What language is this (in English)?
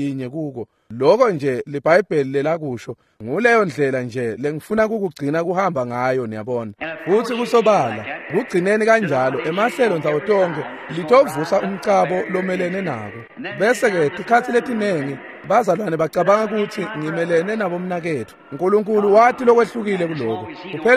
Swati